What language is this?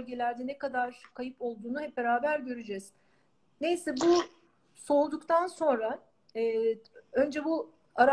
Turkish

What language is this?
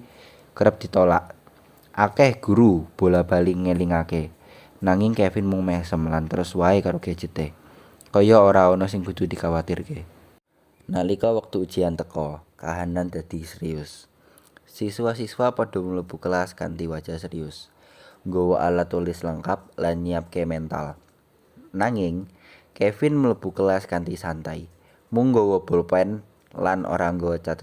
Javanese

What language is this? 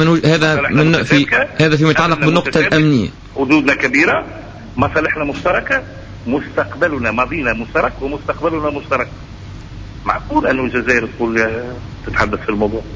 Tunisian Arabic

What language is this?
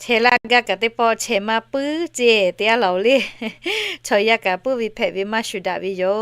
Lahu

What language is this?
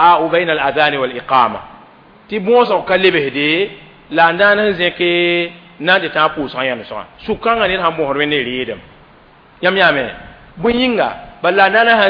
Mossi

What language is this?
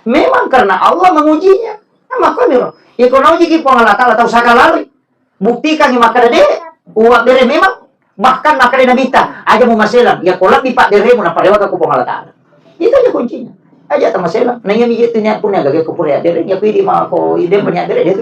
Buginese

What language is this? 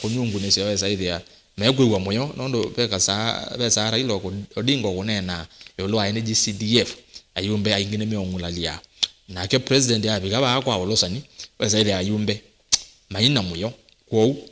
Kamba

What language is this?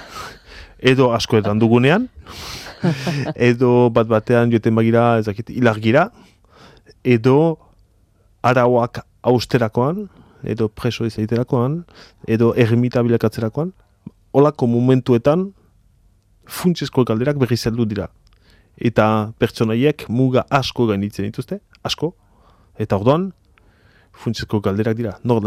Basque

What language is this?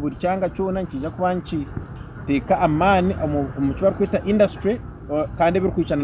Nyankole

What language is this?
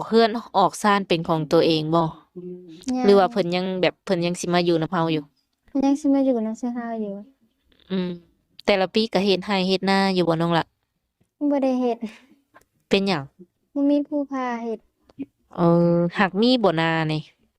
Lao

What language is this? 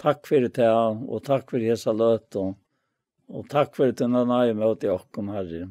Faroese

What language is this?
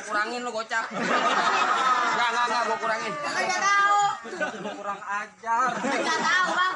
Betawi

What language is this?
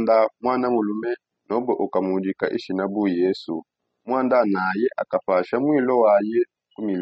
Songe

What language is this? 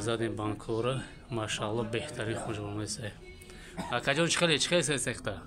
Tajik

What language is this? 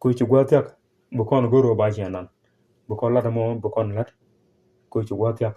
Nuer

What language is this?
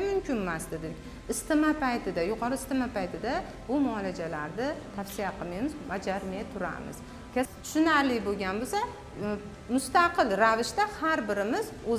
Uzbek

